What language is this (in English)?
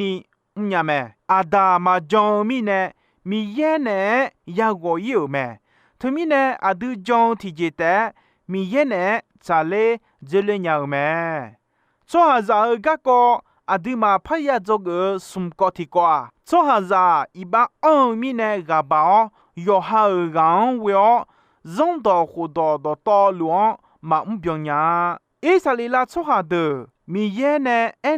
Akha